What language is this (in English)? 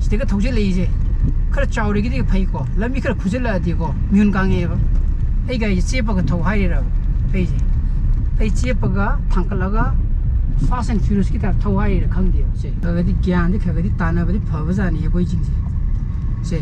Manipuri